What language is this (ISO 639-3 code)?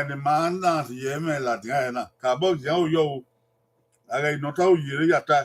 bin